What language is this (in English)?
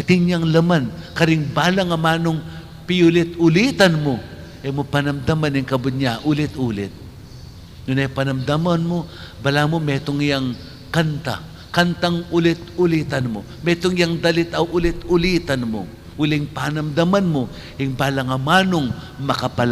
Pampanga